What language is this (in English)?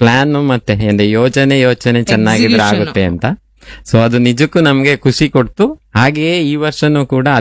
Kannada